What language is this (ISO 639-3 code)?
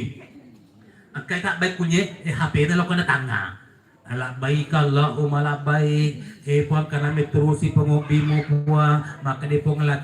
bug